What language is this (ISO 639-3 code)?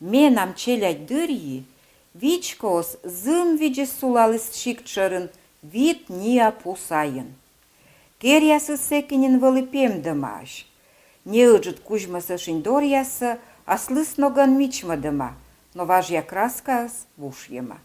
kom